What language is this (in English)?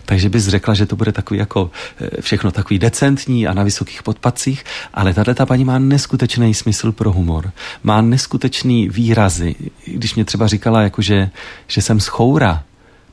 Czech